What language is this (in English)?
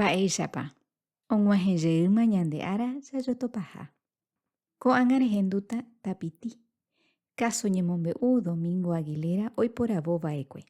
Guarani